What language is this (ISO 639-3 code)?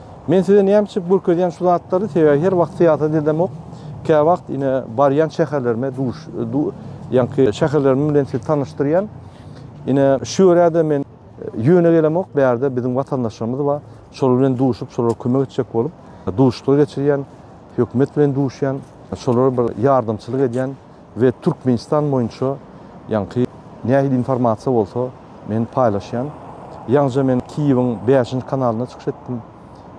tuk